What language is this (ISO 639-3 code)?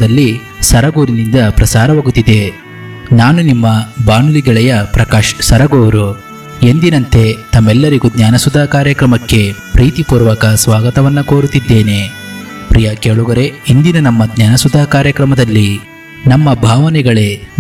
kan